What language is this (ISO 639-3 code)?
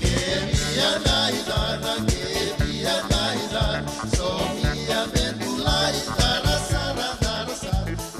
fij